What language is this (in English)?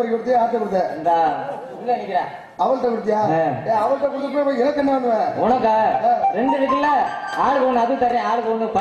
Tamil